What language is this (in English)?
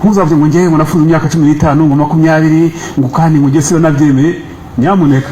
Kinyarwanda